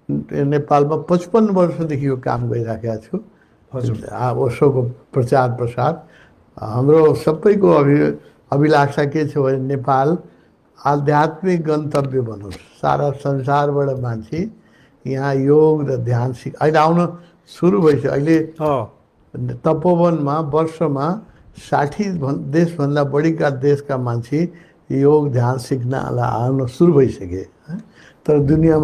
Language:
Nepali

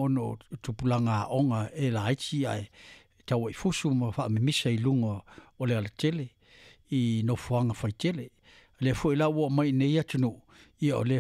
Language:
Samoan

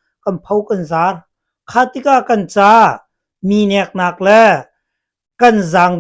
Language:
Hakha Chin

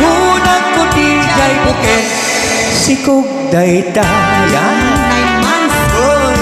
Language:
Iloko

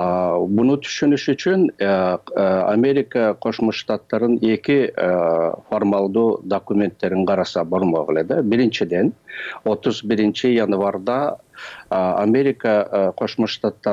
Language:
Kyrgyz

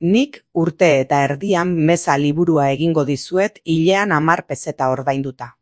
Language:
Basque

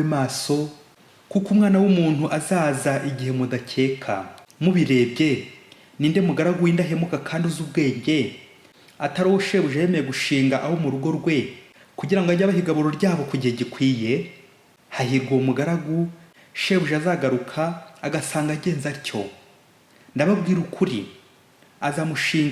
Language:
Kinyarwanda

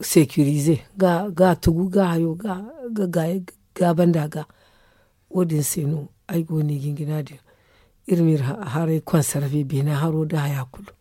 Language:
Zarma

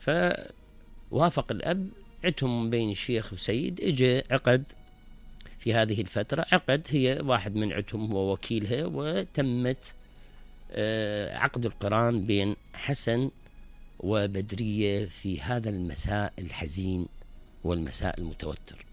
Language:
Mesopotamian Arabic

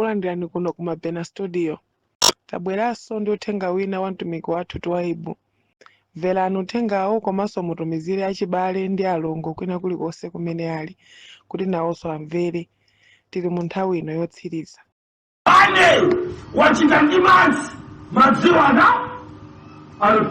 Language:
Nyanja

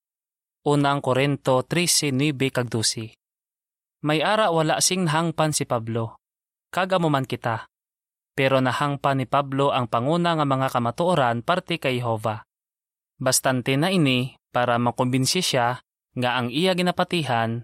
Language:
Hiligaynon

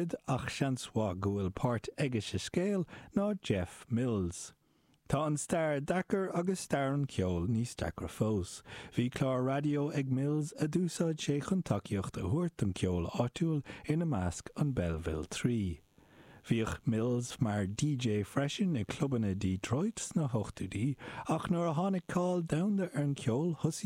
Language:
Irish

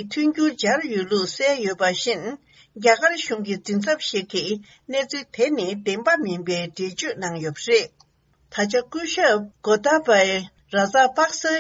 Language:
Tibetan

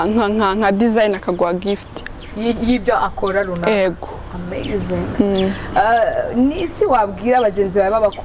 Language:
Kinyarwanda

